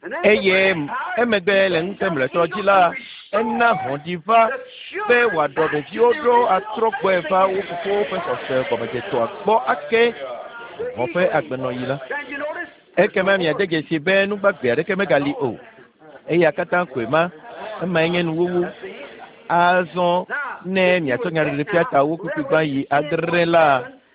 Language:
Ewe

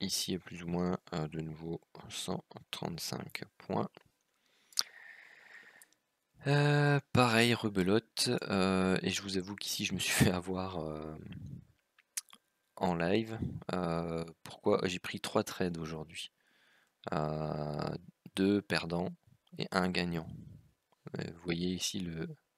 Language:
French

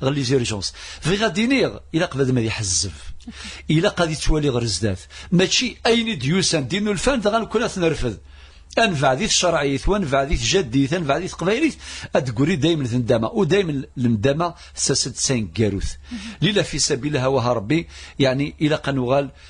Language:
Kabyle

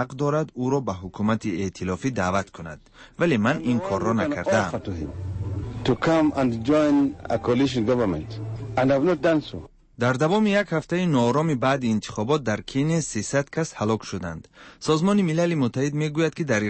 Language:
Persian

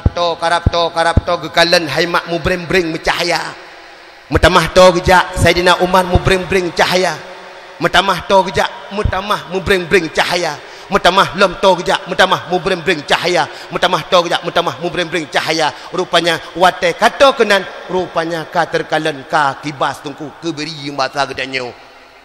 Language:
Achinese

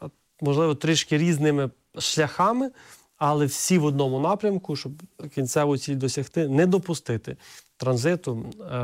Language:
Ukrainian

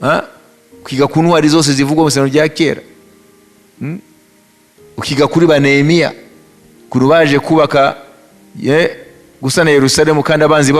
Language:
Kinyarwanda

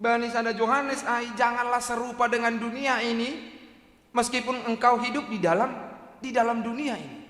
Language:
Batak Simalungun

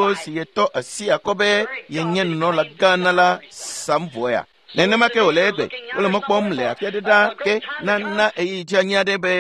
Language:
Ewe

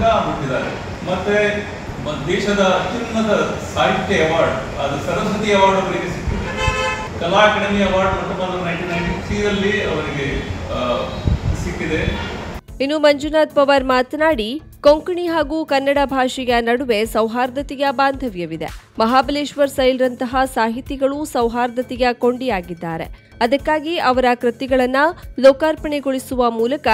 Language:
Kannada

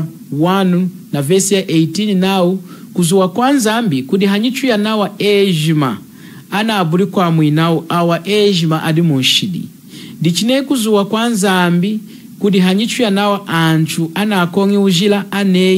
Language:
Lunda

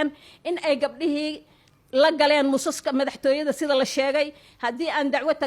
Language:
Somali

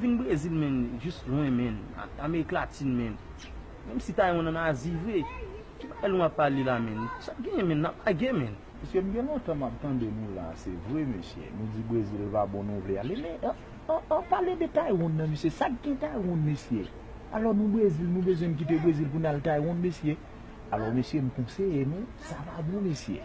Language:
Haitian Creole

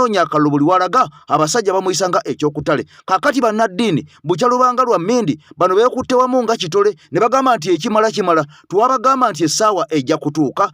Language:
Ganda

